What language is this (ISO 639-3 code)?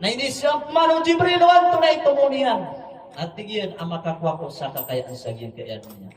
mrw